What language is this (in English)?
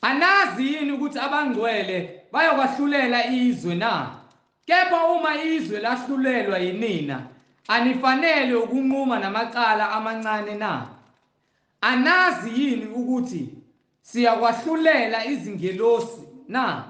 Zulu